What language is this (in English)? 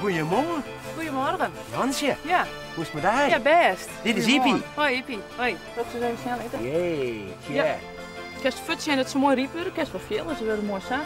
Western Frisian